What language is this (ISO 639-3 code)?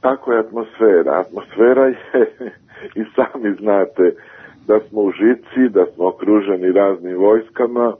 srp